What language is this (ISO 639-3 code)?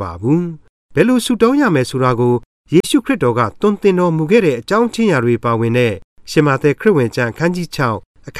mya